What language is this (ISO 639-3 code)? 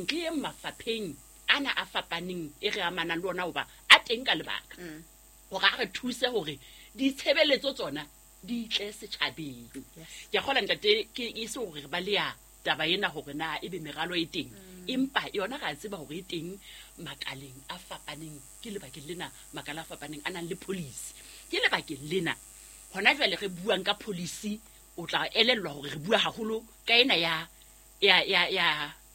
sot